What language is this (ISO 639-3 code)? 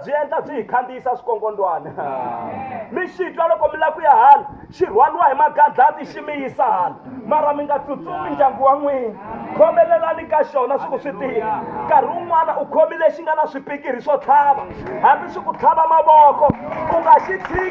tso